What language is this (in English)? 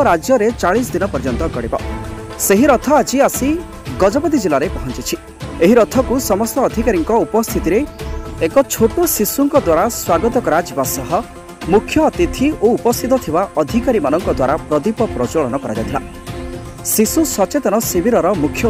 Odia